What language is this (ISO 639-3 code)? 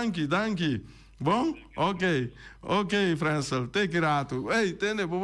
pap